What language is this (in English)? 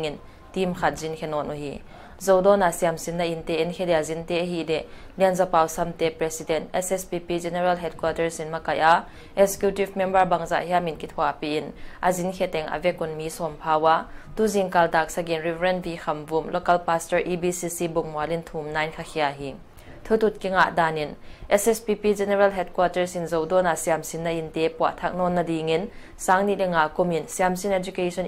Paite Chin